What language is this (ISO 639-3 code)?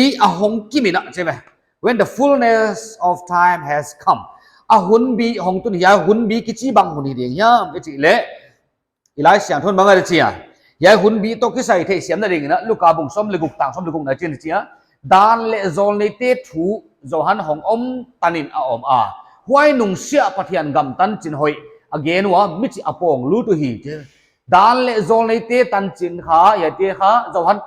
pck